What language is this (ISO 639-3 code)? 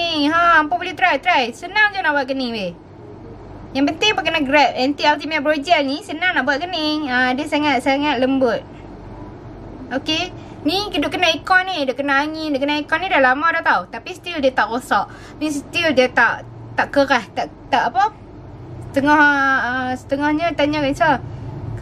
msa